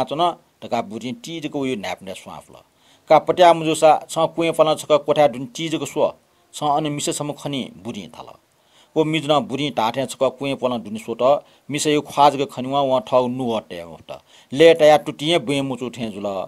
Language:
Newari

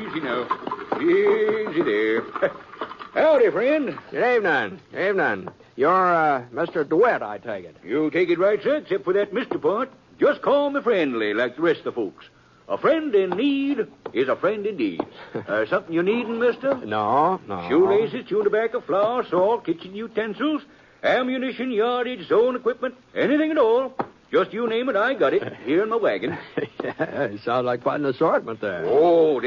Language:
English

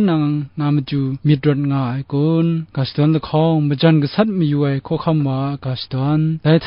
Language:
Kachin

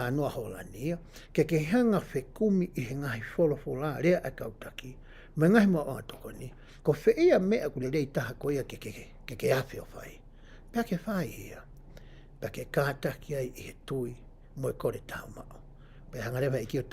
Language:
Tongan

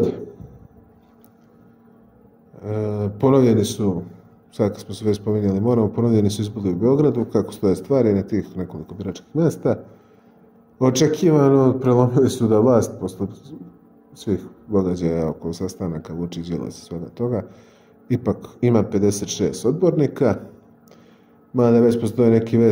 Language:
Serbian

